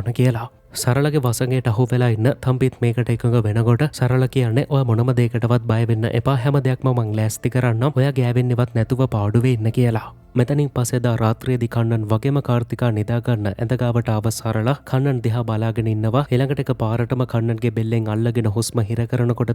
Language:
Sinhala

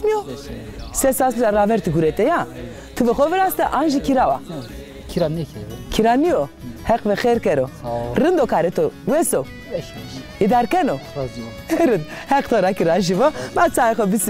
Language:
Zaza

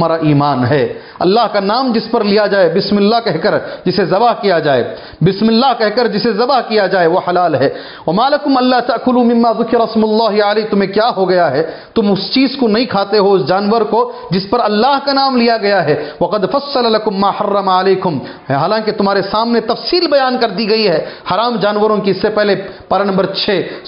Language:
Urdu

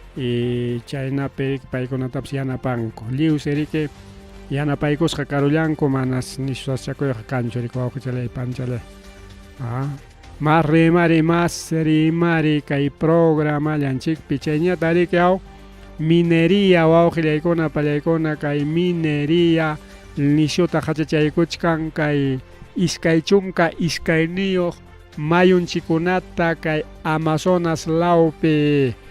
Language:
Ayacucho Quechua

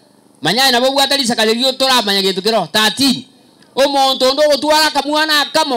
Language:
Gusii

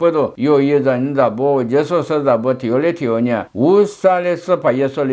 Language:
Lisu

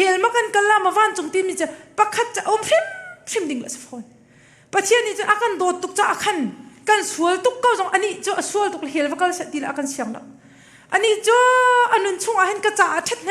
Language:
Hakha Chin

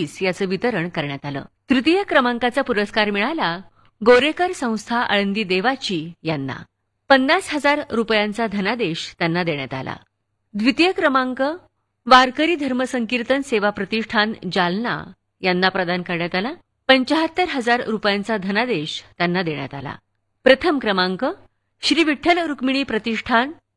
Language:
Marathi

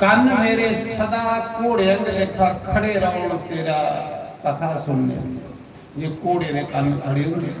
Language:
Dogri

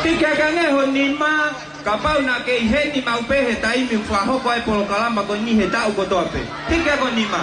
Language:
Tongan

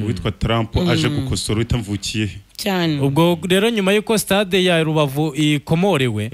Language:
Kinyarwanda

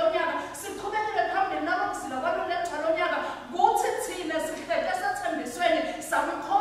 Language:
Swati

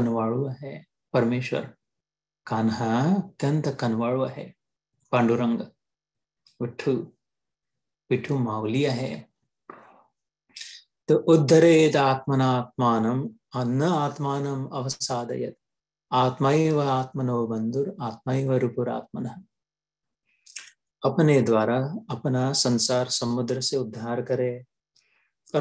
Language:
Marathi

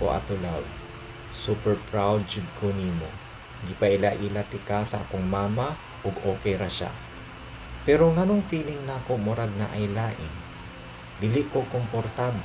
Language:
Cebuano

